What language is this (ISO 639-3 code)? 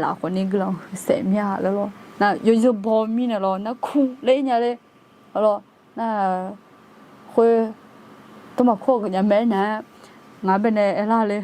ahk